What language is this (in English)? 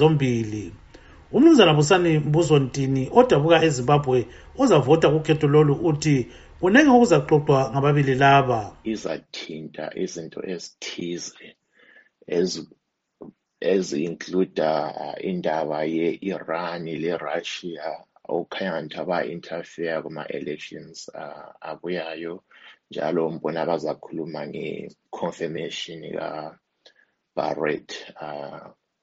North Ndebele